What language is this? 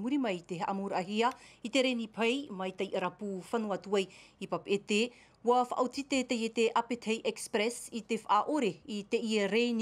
Tahitian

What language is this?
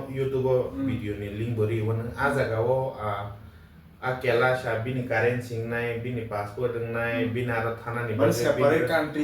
Kok Borok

